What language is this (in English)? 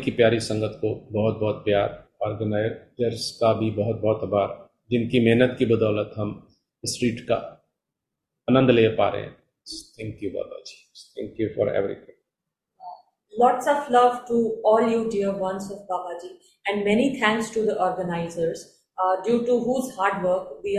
Hindi